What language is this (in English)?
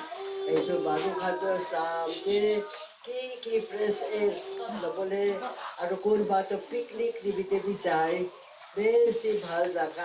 Naga Pidgin